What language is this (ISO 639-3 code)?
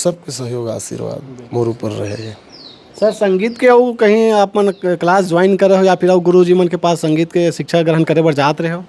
hne